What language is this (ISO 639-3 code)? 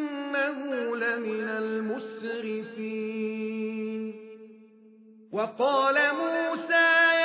ara